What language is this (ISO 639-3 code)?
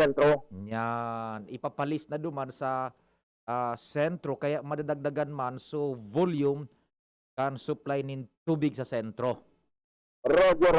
bik